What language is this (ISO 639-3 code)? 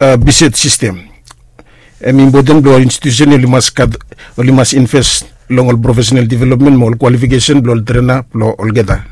bis